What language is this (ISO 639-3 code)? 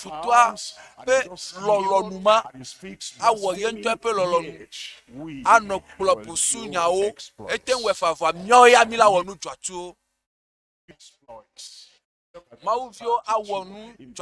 ewe